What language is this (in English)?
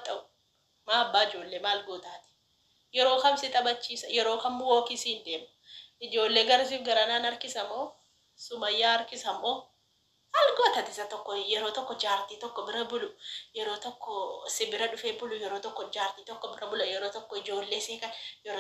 Oromo